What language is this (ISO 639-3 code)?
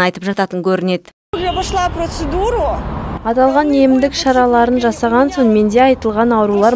kaz